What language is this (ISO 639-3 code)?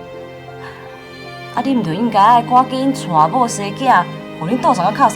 nan